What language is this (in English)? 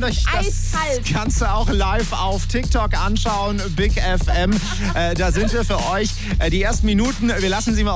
German